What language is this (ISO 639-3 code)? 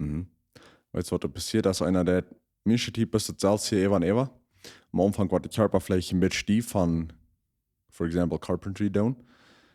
pdt